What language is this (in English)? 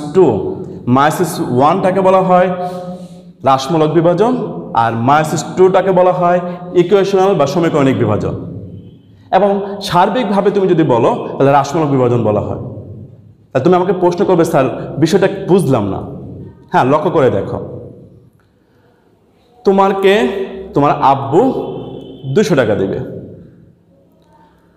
Bangla